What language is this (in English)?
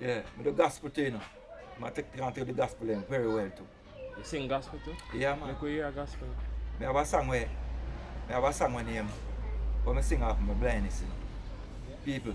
Jamaican Creole English